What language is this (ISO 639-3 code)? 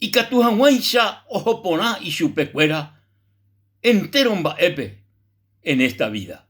grn